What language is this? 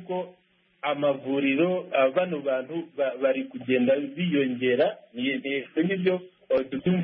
Kinyarwanda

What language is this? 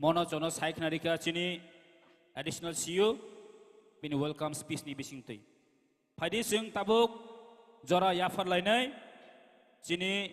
Kok Borok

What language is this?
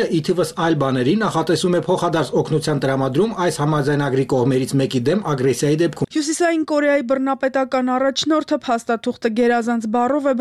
Armenian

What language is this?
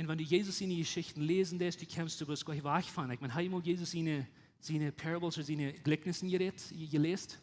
Plautdietsch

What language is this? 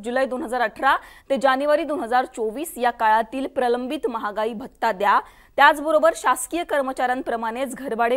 Marathi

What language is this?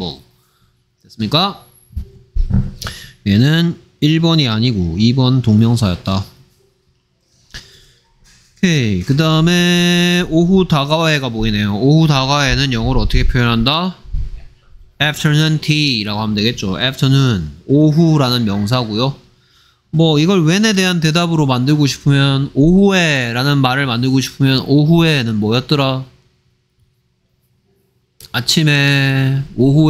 Korean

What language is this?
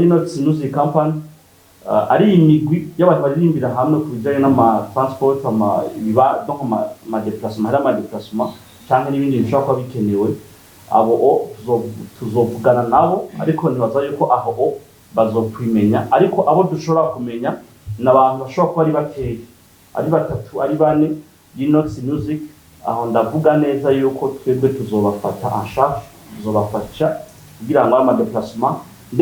Rundi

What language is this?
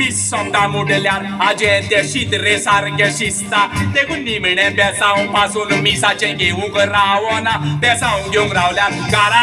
Konkani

